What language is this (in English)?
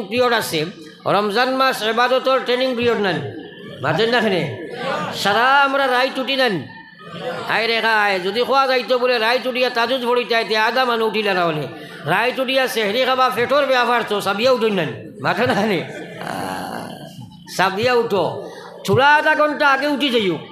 Sylheti